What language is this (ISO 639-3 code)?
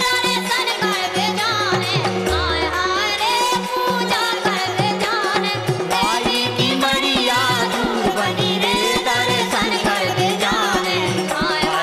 bns